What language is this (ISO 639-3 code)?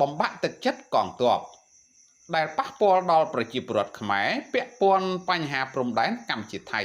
khm